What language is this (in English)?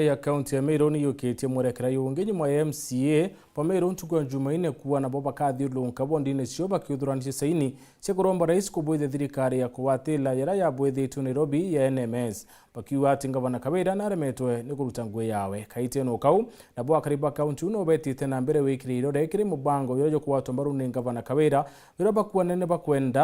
Meru